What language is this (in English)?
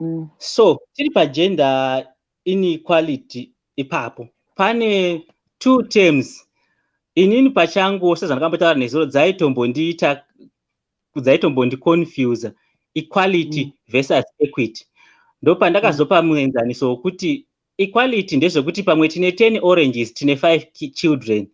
Shona